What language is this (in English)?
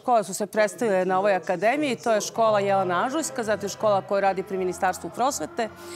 Serbian